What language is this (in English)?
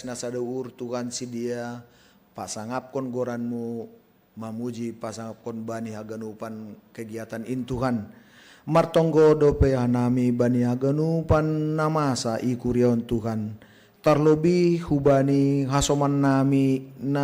Batak Simalungun